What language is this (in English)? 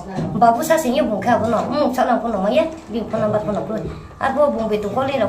Riang (India)